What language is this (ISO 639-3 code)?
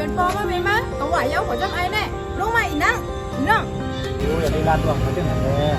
shn